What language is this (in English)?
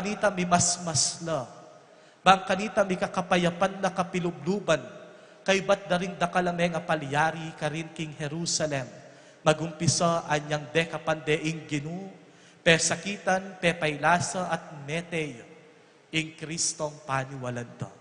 Pampanga